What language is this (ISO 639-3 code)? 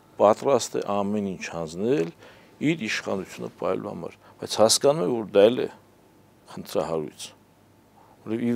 hye